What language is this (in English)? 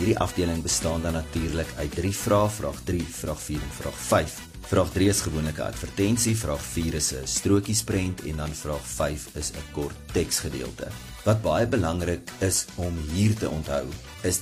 Afrikaans